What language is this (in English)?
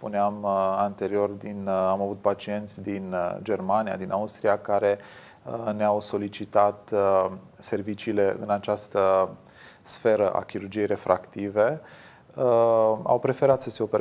Romanian